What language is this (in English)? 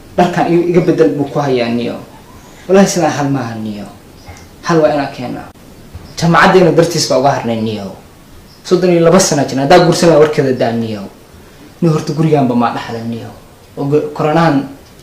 Somali